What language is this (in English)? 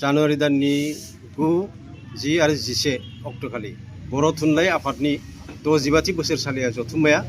Bodo